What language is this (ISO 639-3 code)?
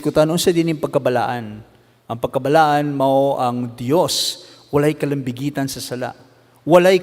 ceb